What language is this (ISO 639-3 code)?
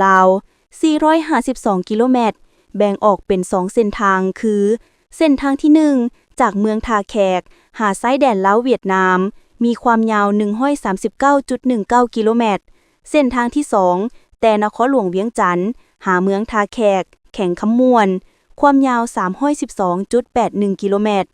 lao